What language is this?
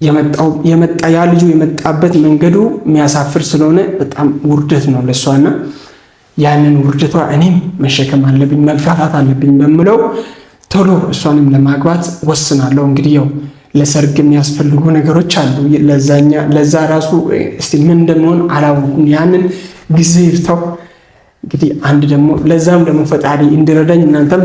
Amharic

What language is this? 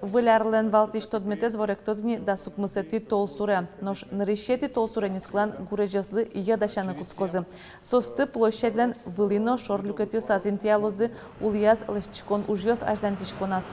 Udmurt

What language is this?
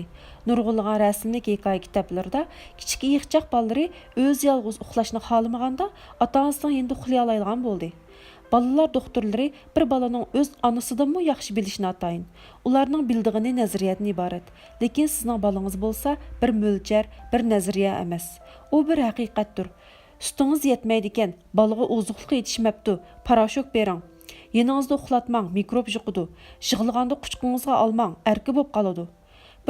Uyghur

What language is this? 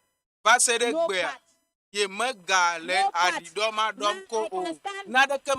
Ewe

